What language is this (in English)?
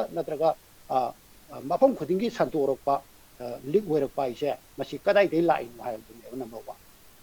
Manipuri